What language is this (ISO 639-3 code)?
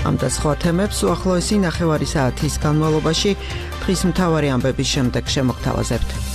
kat